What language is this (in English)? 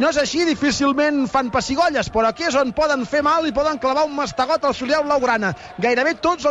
Catalan